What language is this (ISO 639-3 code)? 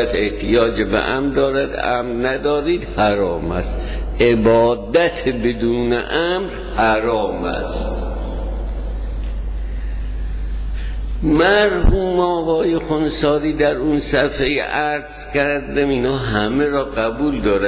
fas